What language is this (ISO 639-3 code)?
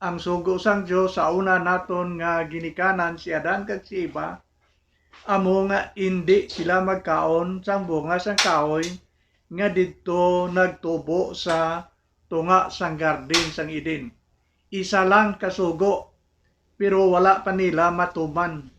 hil